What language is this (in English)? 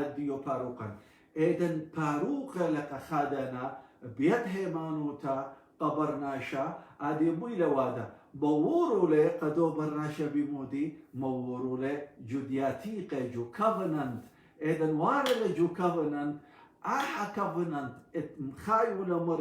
Assyrian Neo-Aramaic